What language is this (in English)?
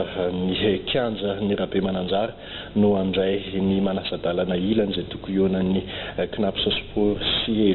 Malagasy